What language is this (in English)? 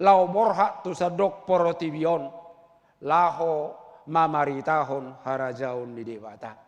Batak Toba